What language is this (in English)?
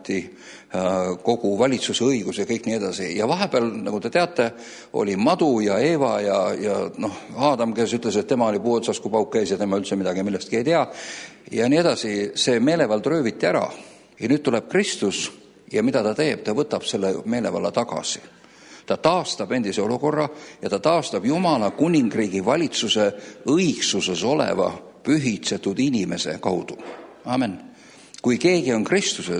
Estonian